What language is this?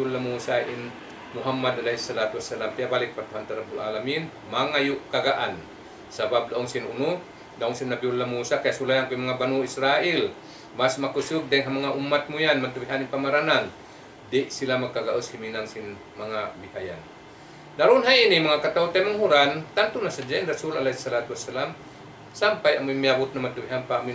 Tausug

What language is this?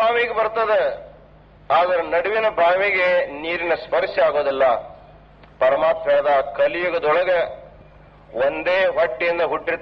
Kannada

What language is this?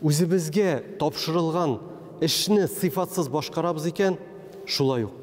Tatar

